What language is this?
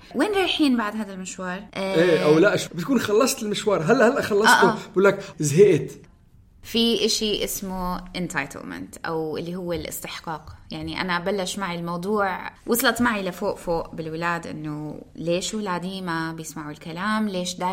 North Levantine Arabic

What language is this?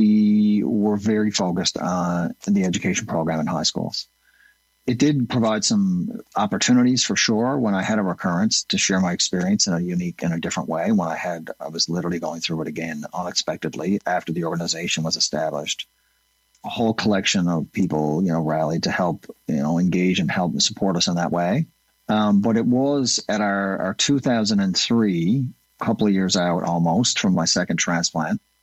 English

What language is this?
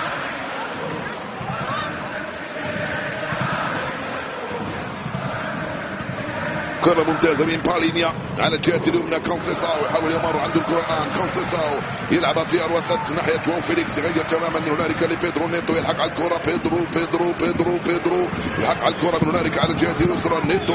Arabic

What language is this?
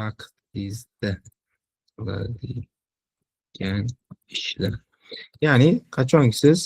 Uzbek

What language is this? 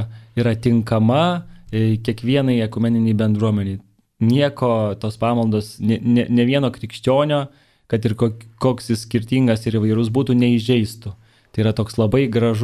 Lithuanian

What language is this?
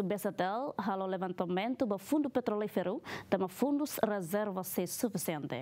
Tetum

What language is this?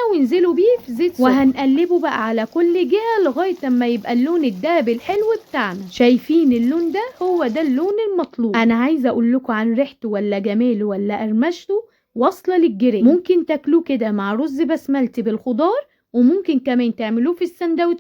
Egyptian Arabic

